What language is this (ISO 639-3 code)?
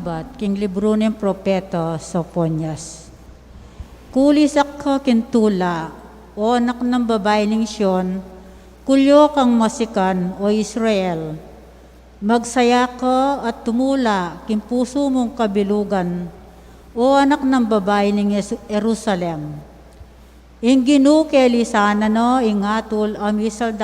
pam